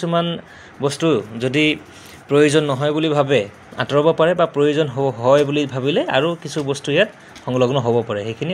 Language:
Assamese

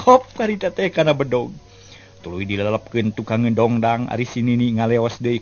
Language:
Sundanese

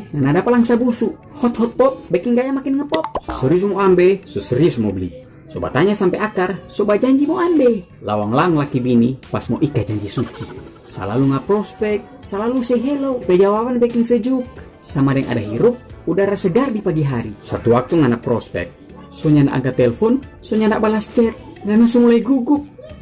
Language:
Manado Malay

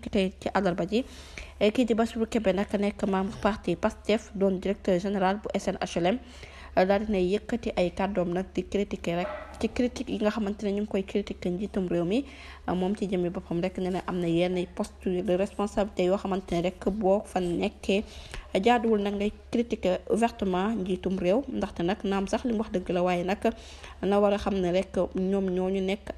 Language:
Wolof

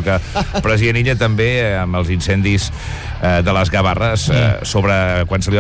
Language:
Catalan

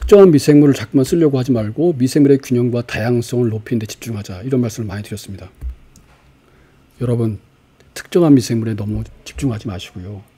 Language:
Korean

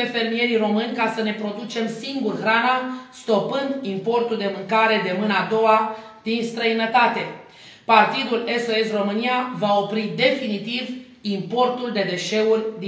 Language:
Romanian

